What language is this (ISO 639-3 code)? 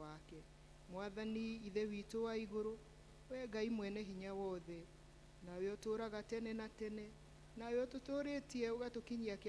kik